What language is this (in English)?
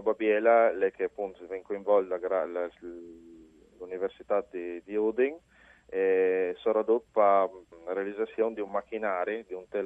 Friulian